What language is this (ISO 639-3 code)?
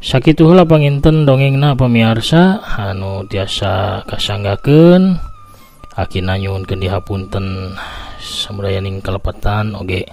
sun